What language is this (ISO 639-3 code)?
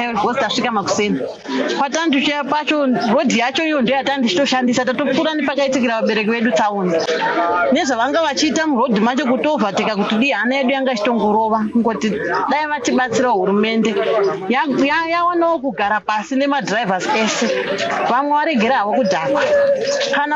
sna